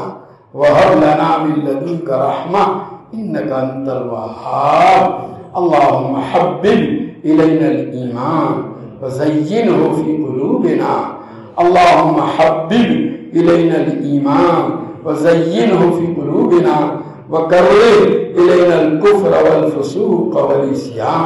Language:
Urdu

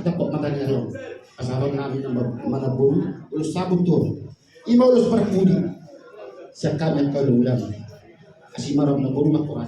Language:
Batak Toba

